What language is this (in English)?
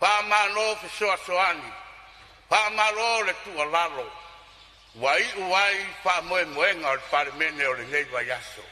Samoan